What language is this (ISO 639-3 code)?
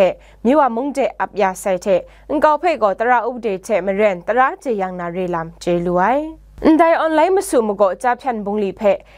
kac